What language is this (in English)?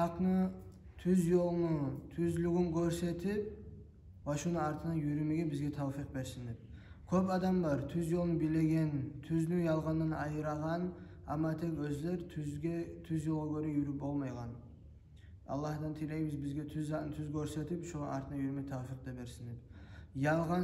Kumyk